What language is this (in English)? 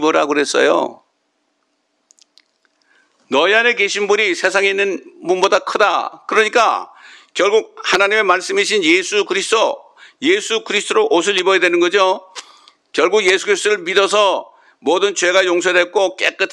Korean